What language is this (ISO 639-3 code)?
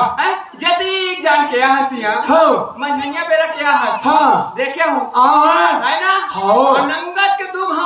hne